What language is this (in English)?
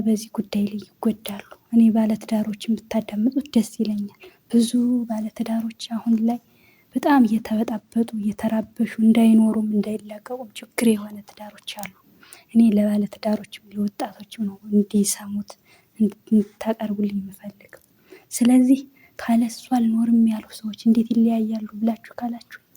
Amharic